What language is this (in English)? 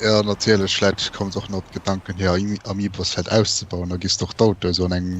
Luxembourgish